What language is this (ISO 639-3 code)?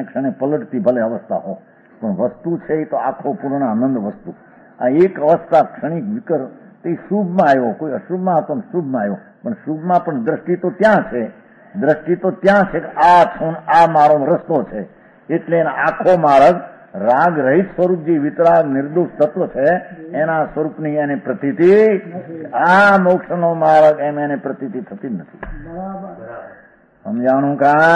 guj